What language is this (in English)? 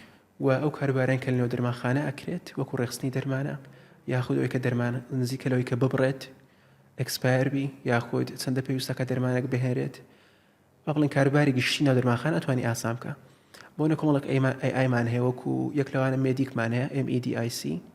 Central Kurdish